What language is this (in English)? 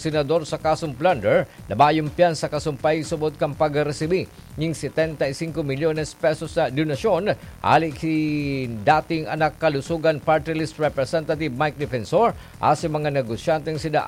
Bikol